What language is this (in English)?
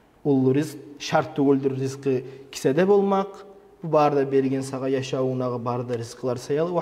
Kumyk